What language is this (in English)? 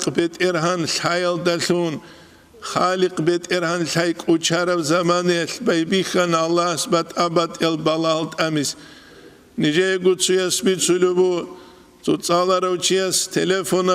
Avaric